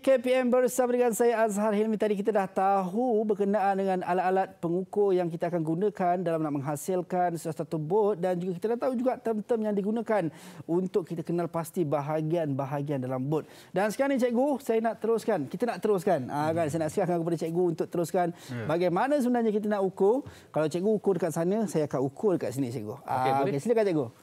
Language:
Malay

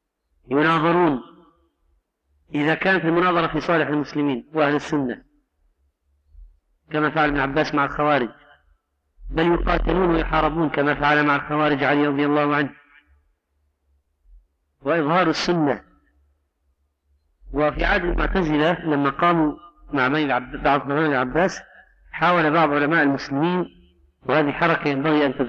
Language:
Arabic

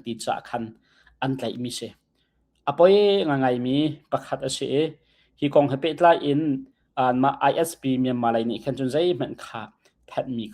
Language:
Hakha Chin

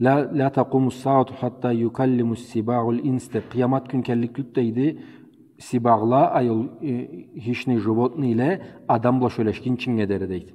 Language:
Karachay-Balkar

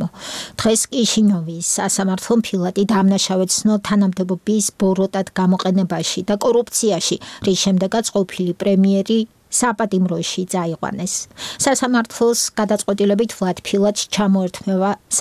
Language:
Georgian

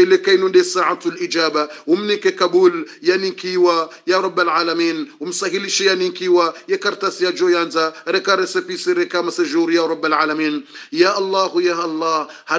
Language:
Swahili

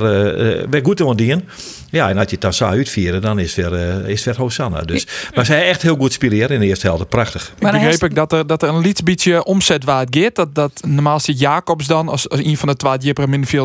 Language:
Western Frisian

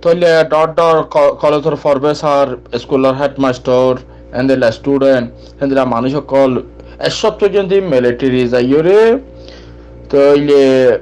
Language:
Rohingya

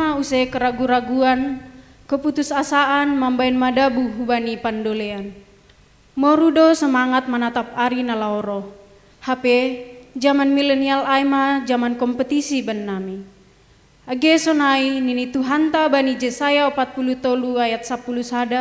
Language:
Batak Simalungun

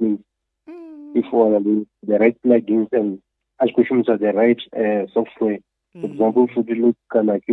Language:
Venda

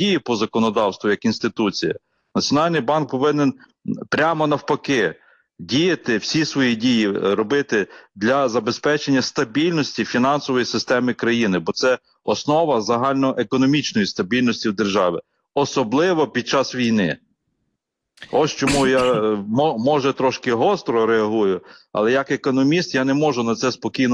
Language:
Ukrainian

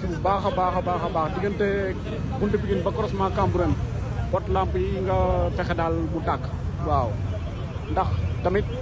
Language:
Wolof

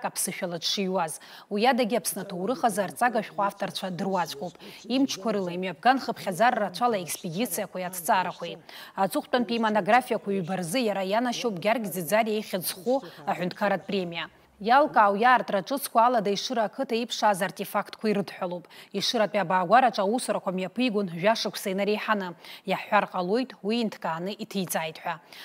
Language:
Abkhazian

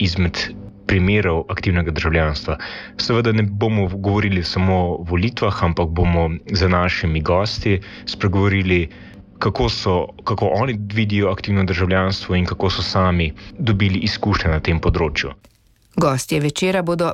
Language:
Slovenian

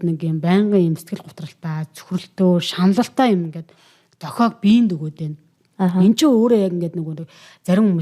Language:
Mongolian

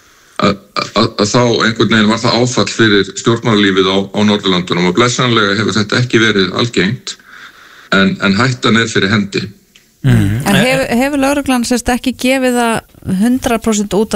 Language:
Icelandic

